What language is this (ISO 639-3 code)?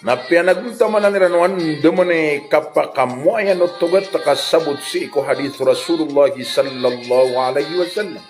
mrw